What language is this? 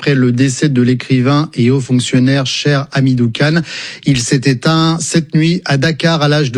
French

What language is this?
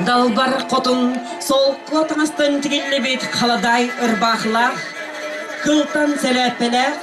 Yakut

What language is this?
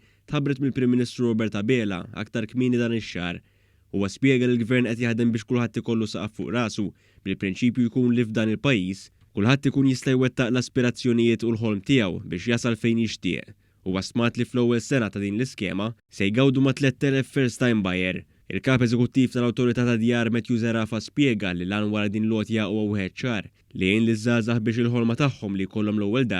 Maltese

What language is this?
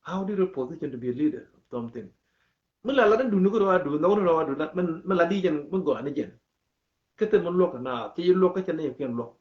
Nuer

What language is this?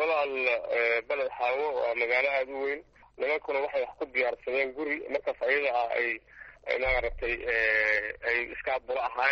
Somali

